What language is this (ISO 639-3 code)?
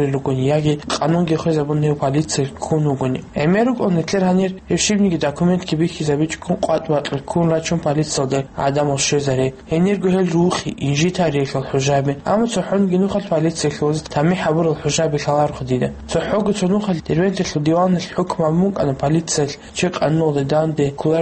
ava